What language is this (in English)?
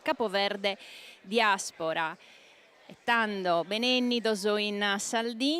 Sardinian